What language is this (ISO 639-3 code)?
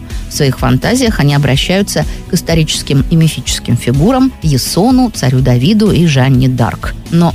rus